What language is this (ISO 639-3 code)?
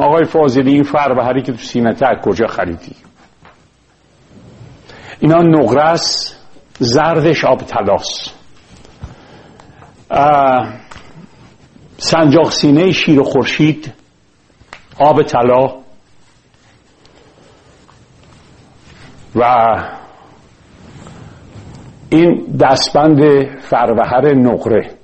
fas